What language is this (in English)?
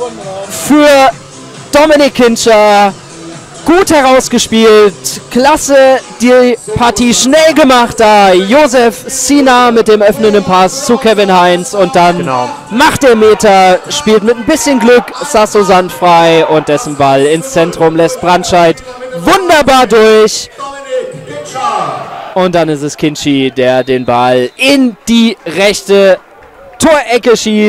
German